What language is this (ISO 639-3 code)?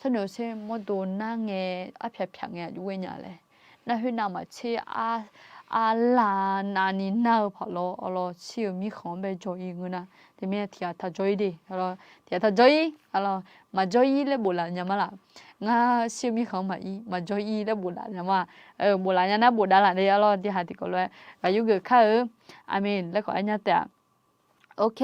ahk